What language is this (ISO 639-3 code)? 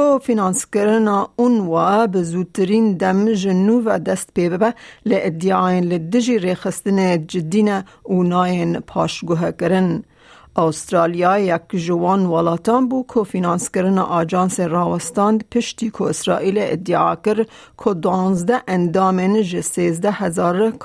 kur